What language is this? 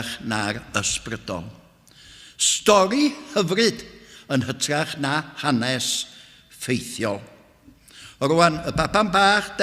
Welsh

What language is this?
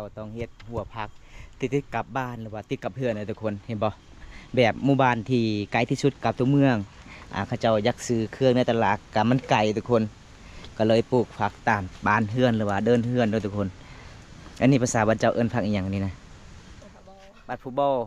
Lao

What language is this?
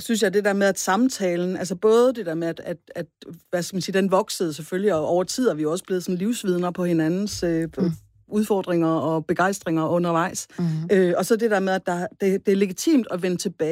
Danish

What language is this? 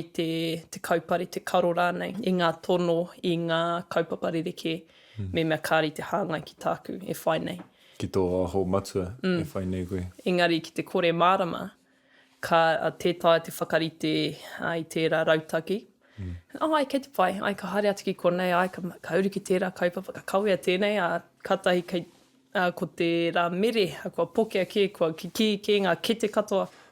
Māori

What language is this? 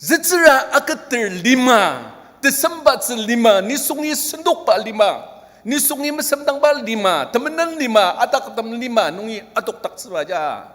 Ao Naga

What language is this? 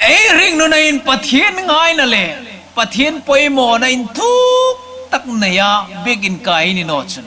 Hmar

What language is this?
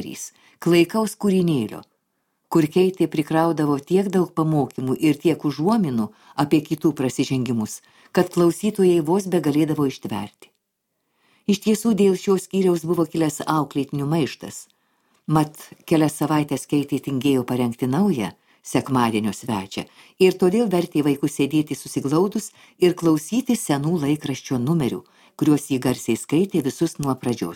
Lithuanian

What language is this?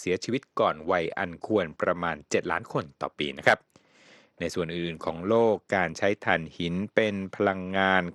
Thai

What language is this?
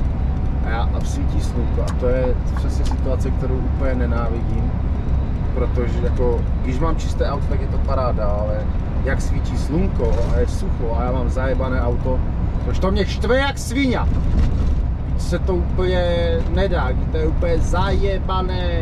Czech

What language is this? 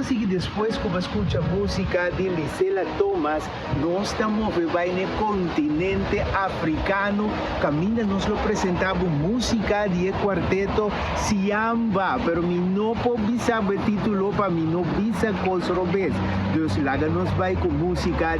Papiamento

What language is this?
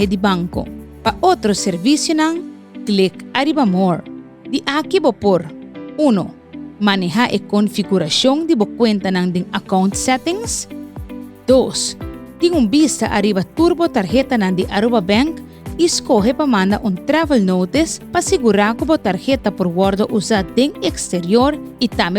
Papiamento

